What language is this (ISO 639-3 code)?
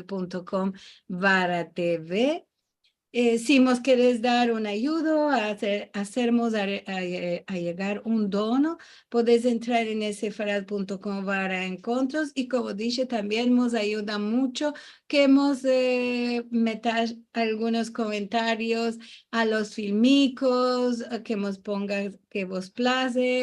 lad